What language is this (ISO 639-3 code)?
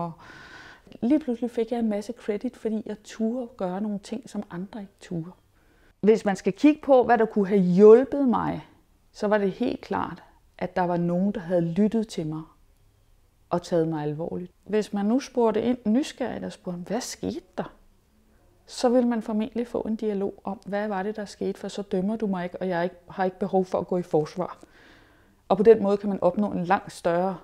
dan